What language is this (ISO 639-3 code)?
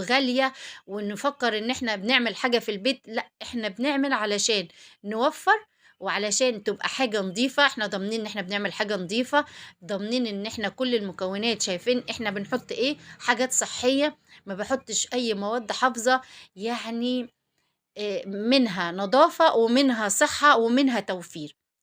arz